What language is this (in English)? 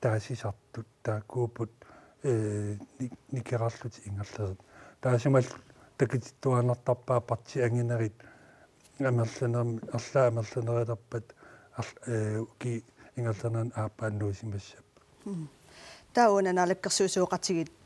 Kalaallisut